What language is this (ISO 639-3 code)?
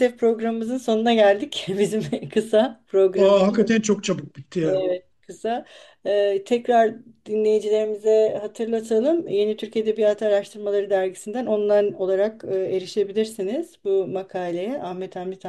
tur